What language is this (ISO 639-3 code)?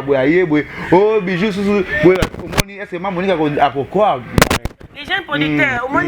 lin